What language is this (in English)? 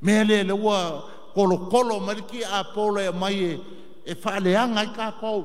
Samoan